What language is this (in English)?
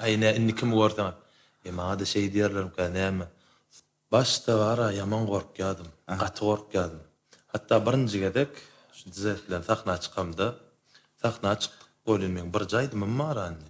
Turkmen